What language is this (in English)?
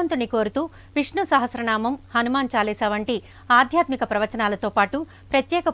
Telugu